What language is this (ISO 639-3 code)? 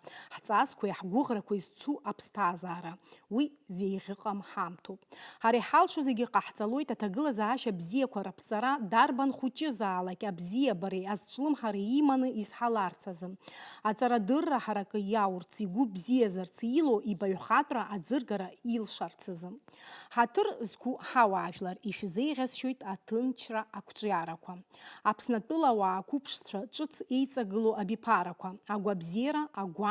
abk